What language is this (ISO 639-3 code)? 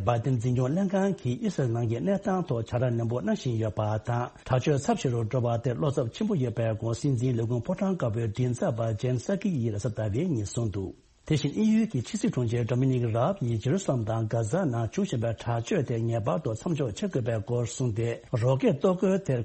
bod